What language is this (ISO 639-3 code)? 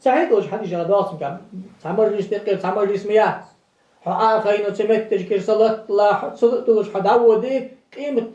inh